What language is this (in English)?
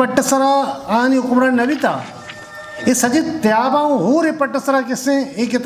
Eastern Balochi